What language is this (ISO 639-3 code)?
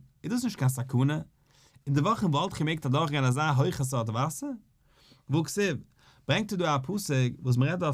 yid